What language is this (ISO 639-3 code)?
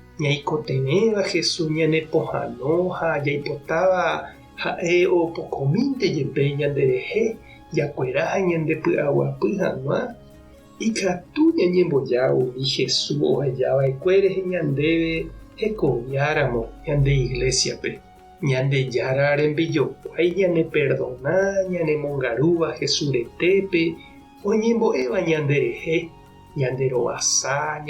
grn